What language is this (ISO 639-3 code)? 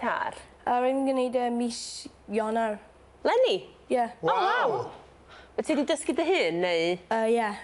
cym